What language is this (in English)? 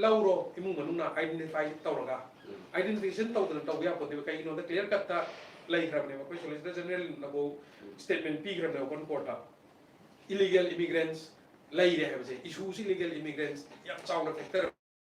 Manipuri